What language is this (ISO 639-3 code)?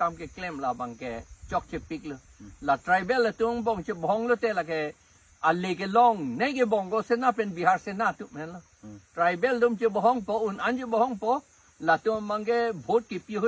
mjw